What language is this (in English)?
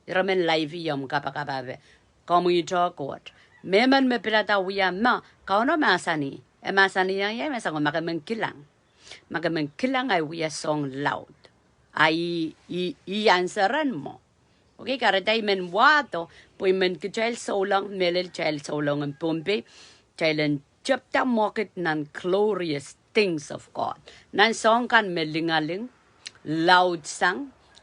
Pohnpeian